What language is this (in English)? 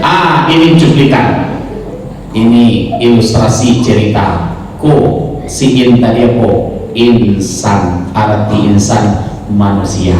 Minangkabau